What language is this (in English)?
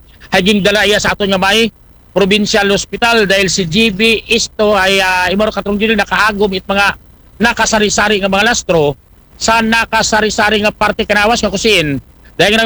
Aklanon